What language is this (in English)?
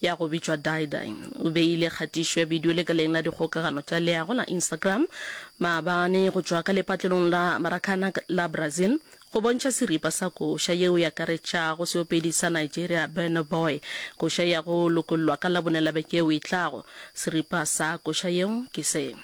Northern Sotho